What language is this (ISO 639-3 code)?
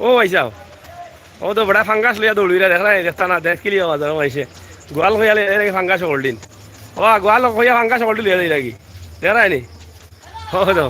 syl